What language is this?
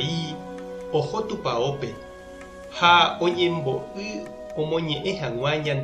Guarani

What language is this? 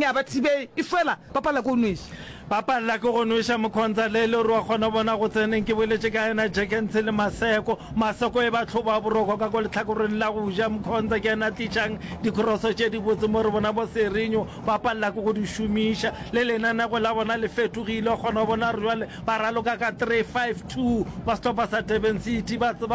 Northern Sotho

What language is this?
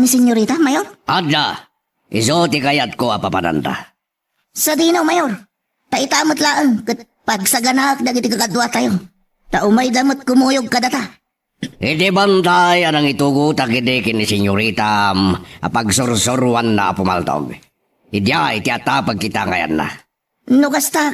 Iloko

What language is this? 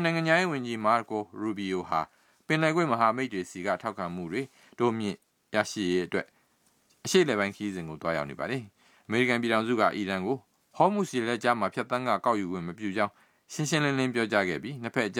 Burmese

